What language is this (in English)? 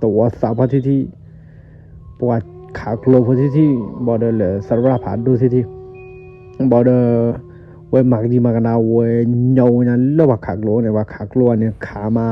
S'gaw Karen